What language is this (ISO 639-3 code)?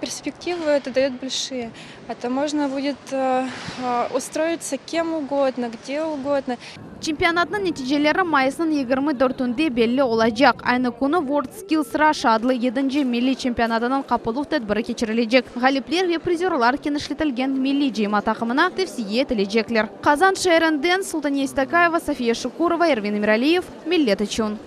crh